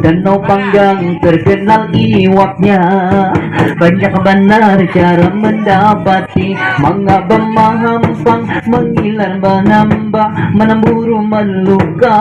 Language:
Banjar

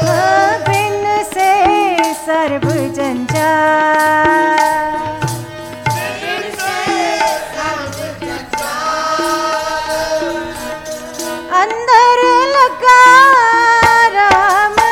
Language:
Hindi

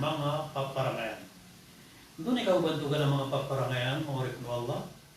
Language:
Maranao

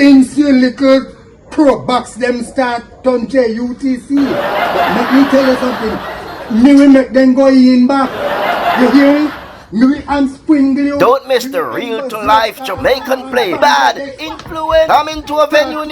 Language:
Jamaican Creole English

